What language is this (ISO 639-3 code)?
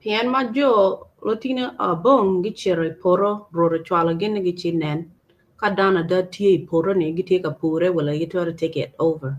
ach